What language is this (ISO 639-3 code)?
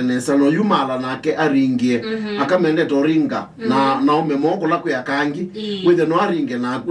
kam